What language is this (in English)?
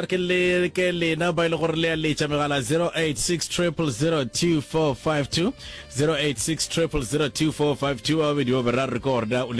Northern Sotho